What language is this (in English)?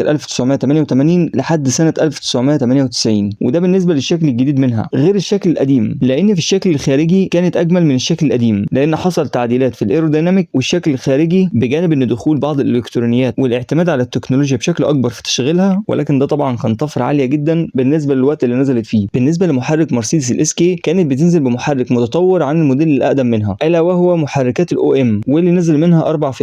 Egyptian Arabic